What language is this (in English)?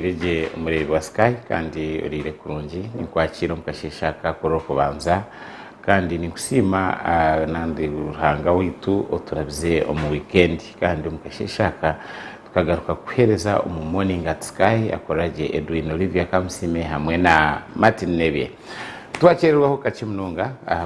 Nyankole